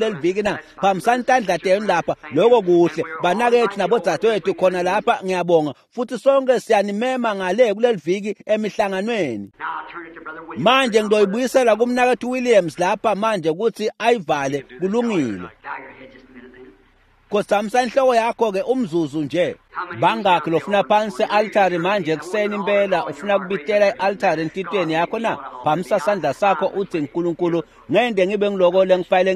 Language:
Swati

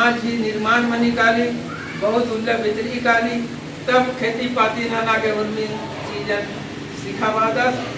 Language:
Kurukh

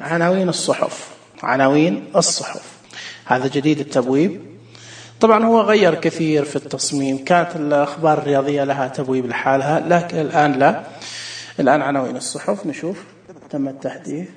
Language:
Najdi Arabic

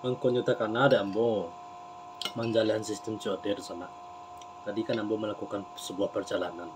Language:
Minangkabau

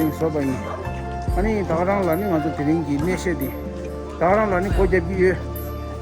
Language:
Tibetan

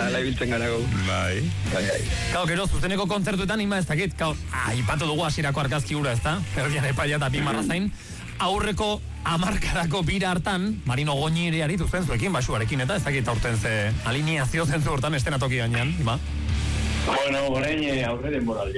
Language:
Basque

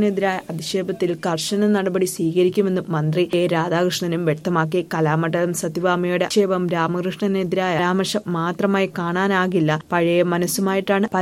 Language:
Malayalam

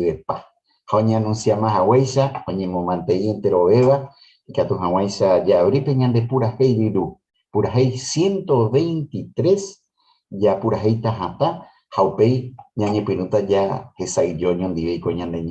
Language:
Guarani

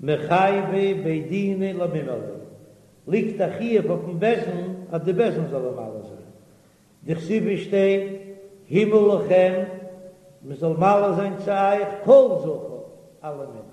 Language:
Yiddish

